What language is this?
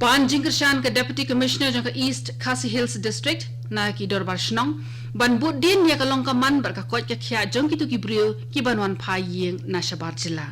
Khasi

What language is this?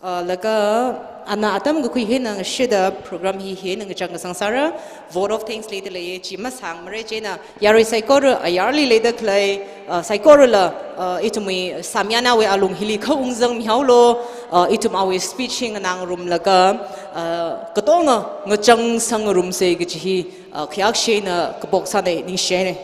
Tangkhul Naga (India)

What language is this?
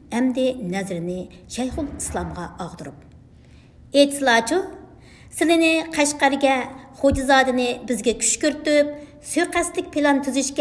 Uyghur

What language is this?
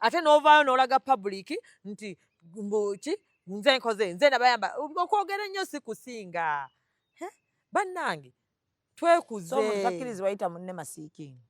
Ganda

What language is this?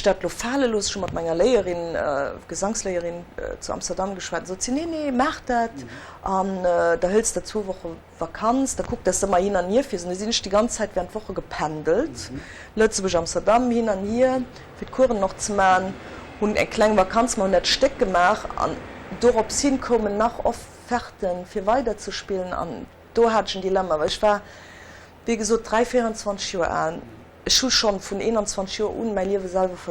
Luxembourgish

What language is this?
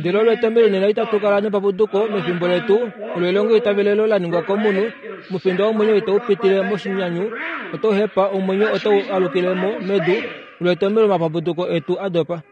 Kuanyama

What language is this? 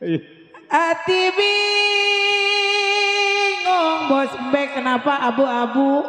Betawi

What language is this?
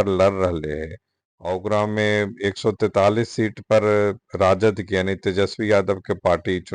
Magahi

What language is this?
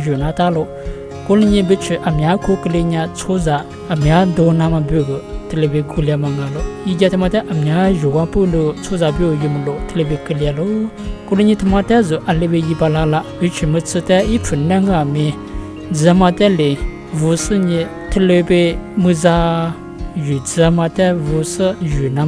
Lisu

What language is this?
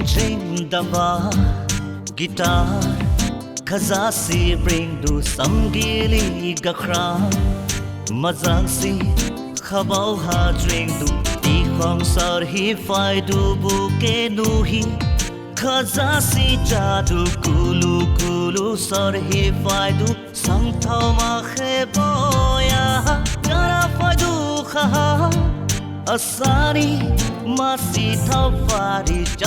Dimasa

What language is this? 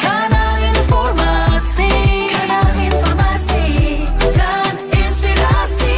Manado Malay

